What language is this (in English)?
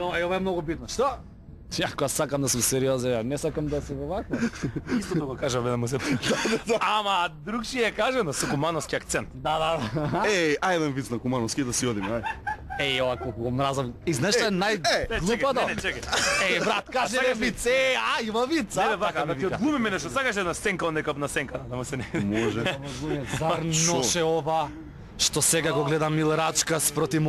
Macedonian